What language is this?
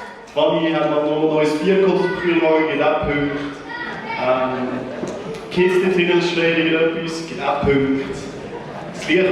Swiss German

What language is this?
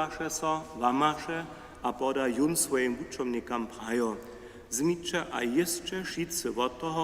Upper Sorbian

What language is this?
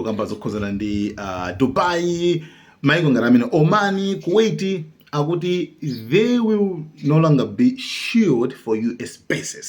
Nyanja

